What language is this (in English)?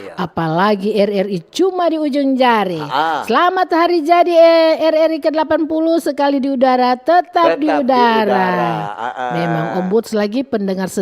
Manado Malay